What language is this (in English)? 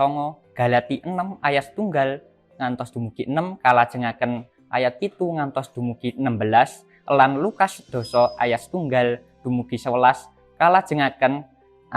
Javanese